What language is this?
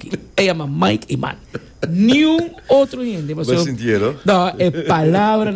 Papiamento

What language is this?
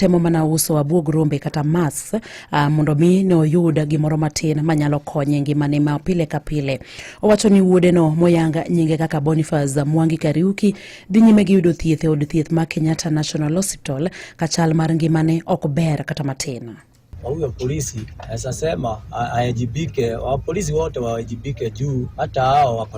Luo (Kenya and Tanzania)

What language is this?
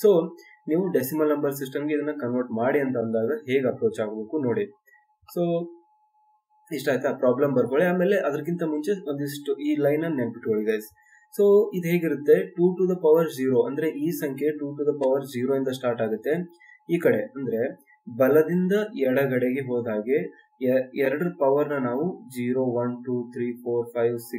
Kannada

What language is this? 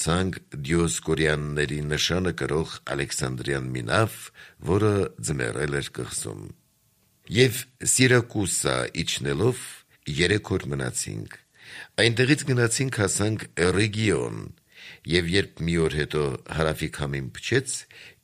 Armenian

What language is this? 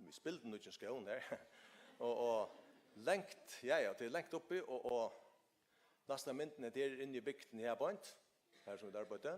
Faroese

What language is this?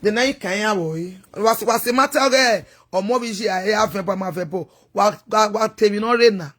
Nigerian Pidgin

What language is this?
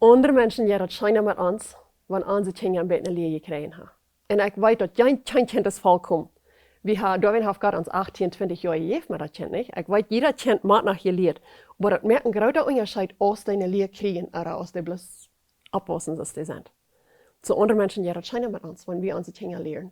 Plautdietsch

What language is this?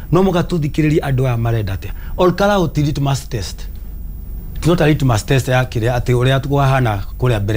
Kikuyu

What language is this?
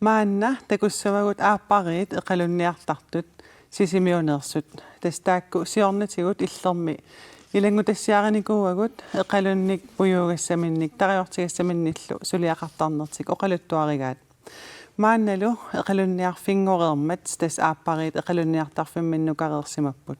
Kalaallisut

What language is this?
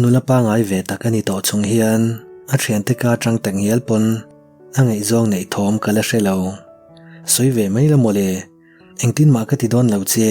Mizo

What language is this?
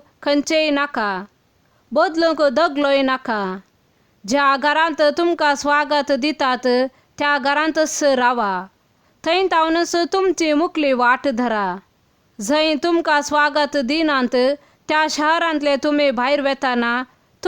Konkani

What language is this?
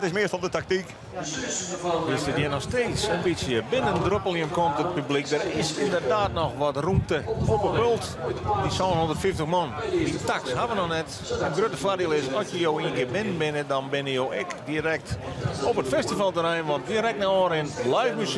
Western Frisian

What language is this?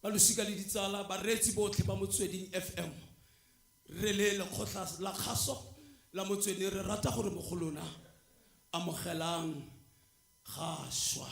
Tswana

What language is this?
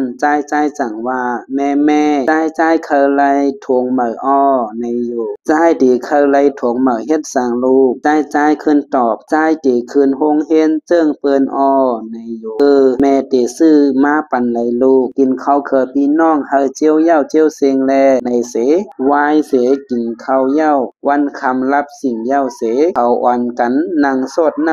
Shan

